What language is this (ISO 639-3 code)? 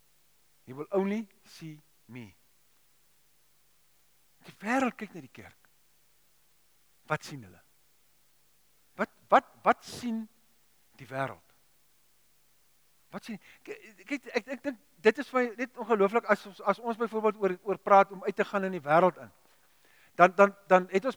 afr